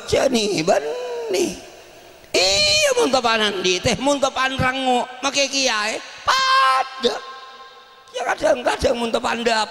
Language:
Madurese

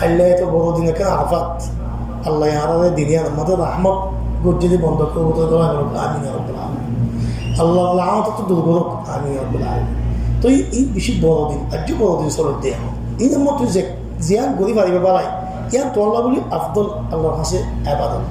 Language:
Rohingya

